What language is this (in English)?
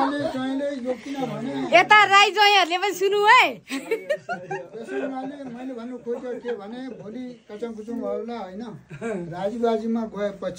Nepali